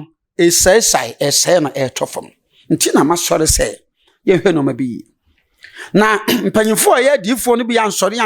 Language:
Akan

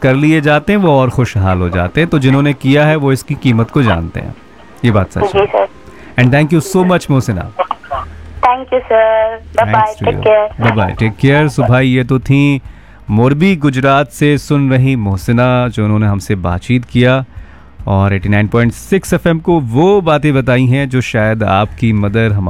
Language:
Hindi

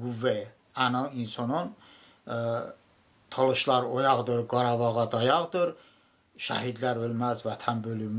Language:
Talysh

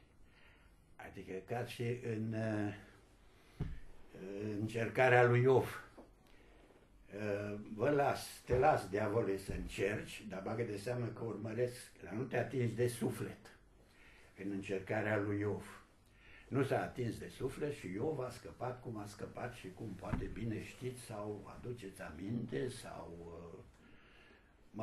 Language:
Romanian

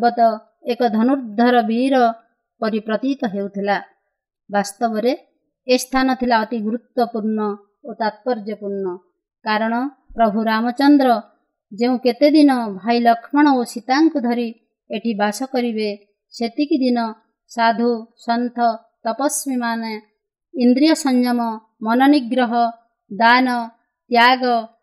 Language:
Odia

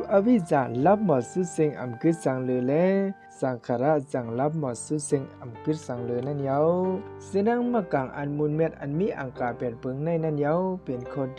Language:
Shan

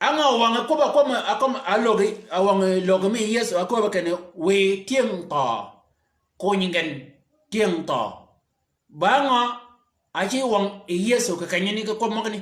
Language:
Shilluk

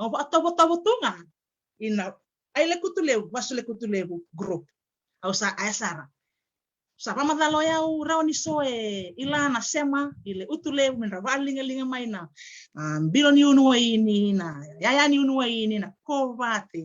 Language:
Fijian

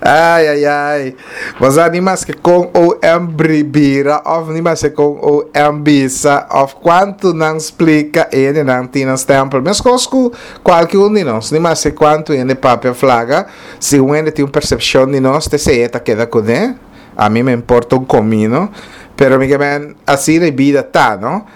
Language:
Papiamento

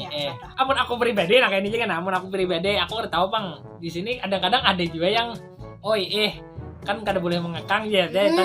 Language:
Banjar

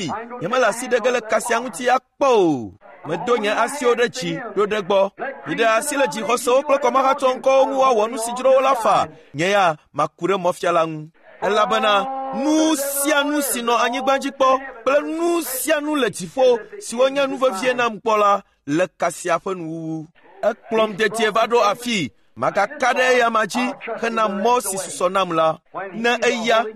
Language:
Ewe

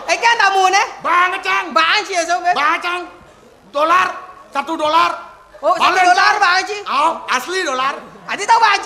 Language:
Balinese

